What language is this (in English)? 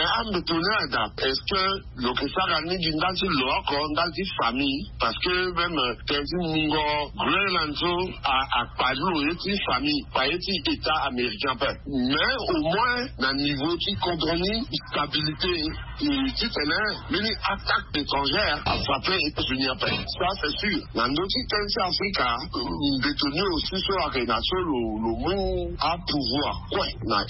Sango